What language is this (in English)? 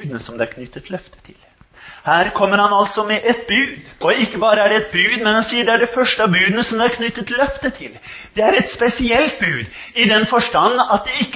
Norwegian